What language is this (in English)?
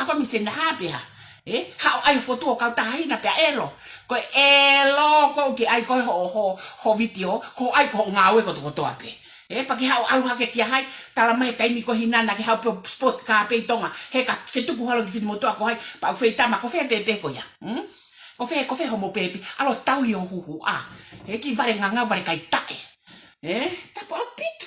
Tongan